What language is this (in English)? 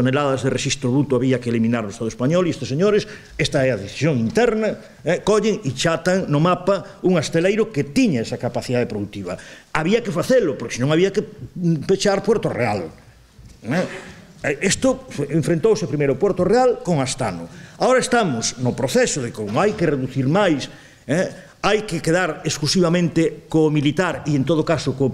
Galician